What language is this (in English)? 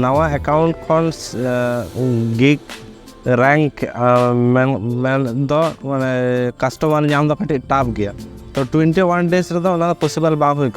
Santali